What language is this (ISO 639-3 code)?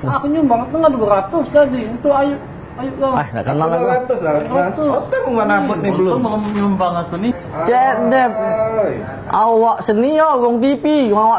mui